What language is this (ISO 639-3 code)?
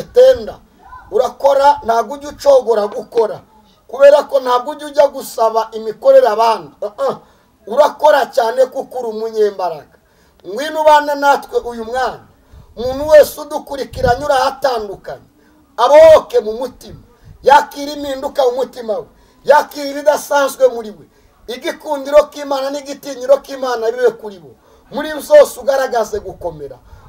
kin